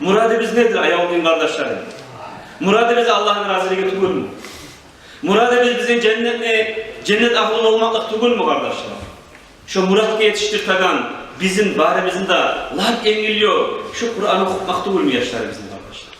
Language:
Kumyk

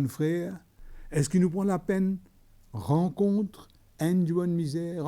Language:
Morisyen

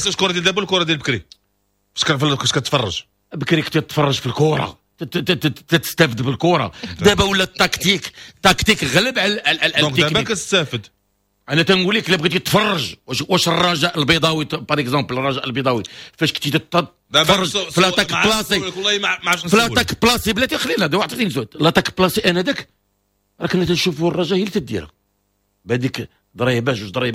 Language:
Moroccan Arabic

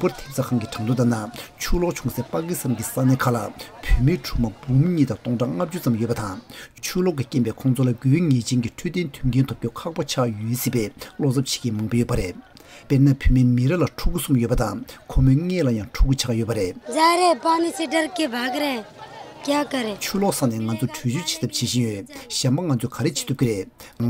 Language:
Tibetan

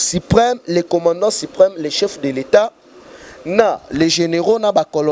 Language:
Lingala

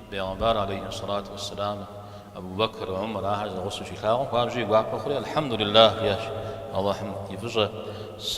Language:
Kabardian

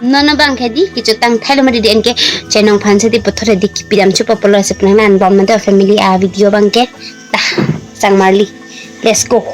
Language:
Karbi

